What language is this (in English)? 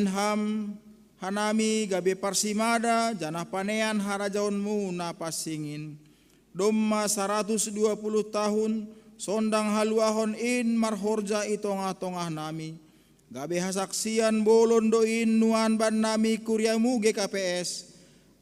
Batak Simalungun